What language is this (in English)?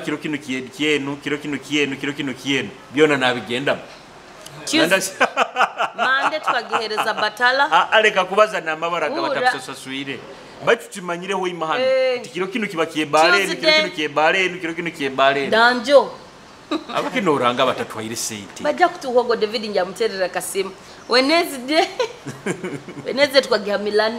Nyoro